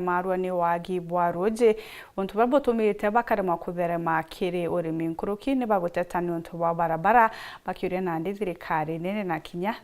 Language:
Meru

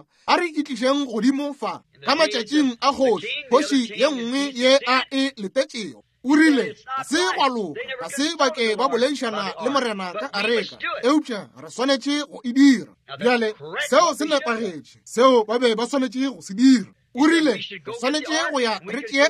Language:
Northern Sotho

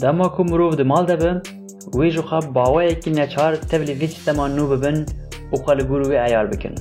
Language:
Kurdish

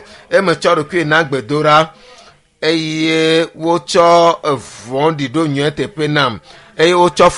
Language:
Ewe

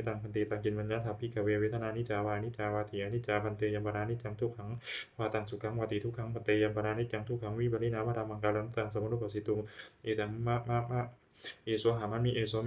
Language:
Pali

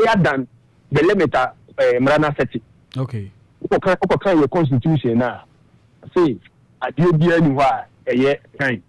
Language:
Akan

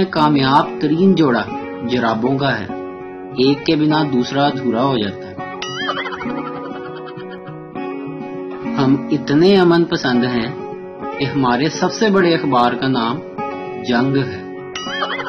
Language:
Urdu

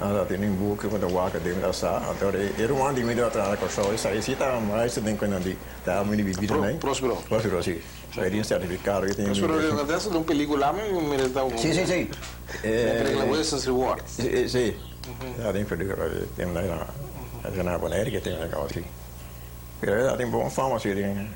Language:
Papiamento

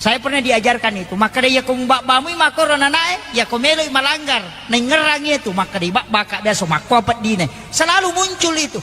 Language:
Buginese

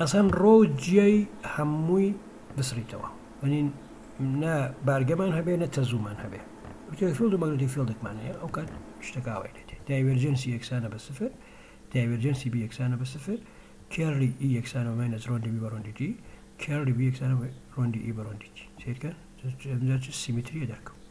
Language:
Central Kurdish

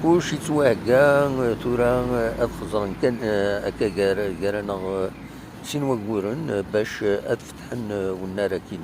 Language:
Kabyle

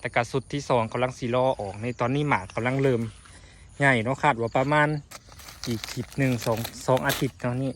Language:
Lao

